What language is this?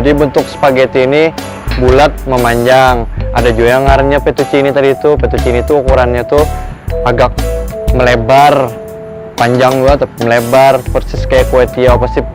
Banjar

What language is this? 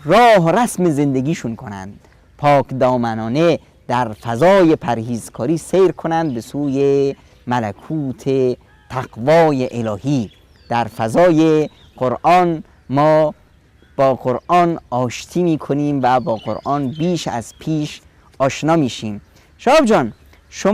Persian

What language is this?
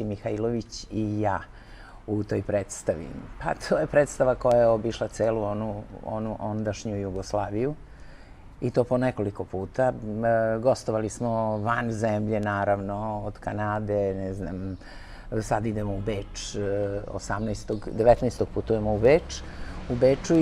Serbian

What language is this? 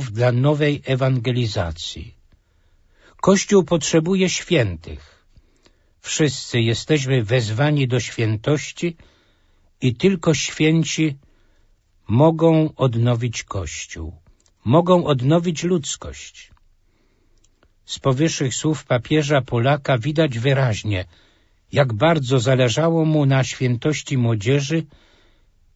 Polish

